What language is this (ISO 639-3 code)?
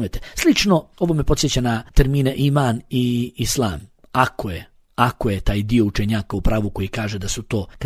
bos